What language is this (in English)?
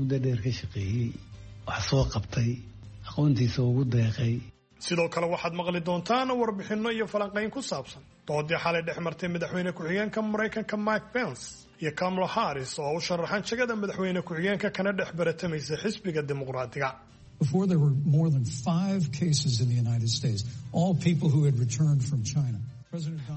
Somali